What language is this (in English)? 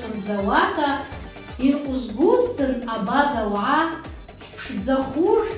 Abkhazian